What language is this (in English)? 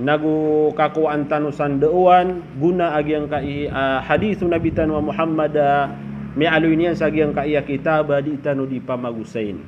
Maranao